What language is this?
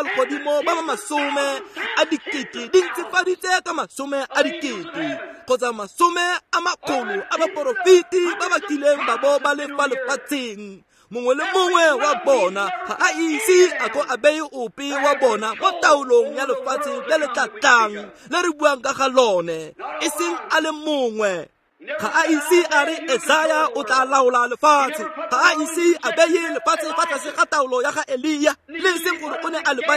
Tswana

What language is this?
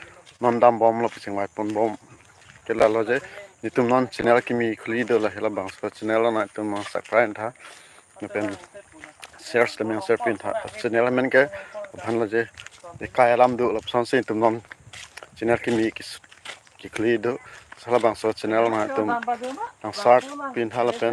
Karbi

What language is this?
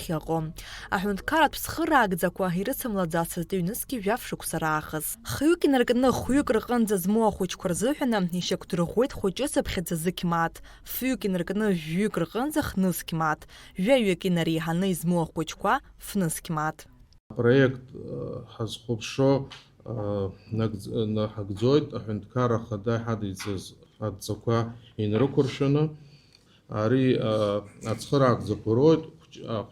Abkhazian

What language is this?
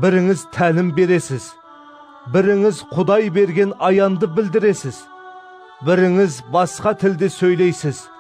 Kara-Kalpak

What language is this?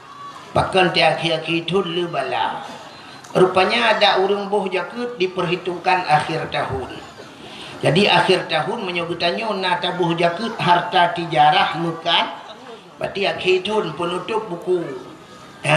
Achinese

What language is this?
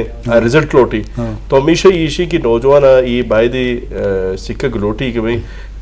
Eastern Balochi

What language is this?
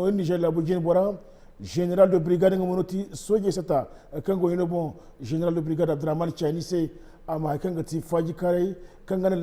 Zarma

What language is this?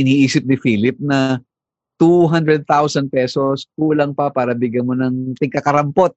Filipino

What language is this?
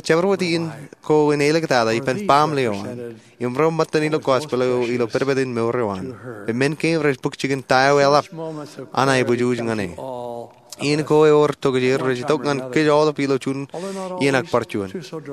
Marshallese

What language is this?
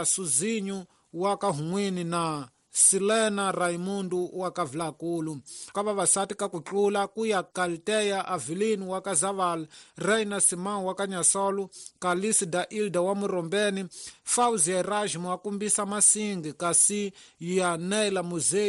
Tsonga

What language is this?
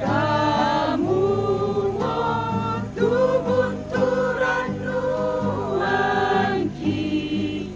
Toraja-Sa'dan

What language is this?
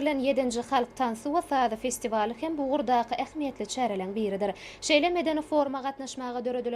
Turkmen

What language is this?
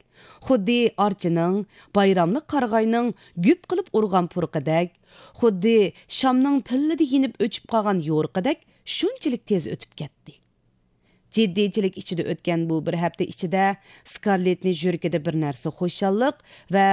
Uyghur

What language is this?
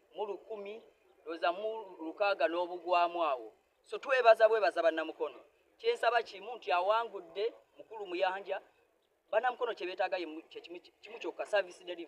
Ganda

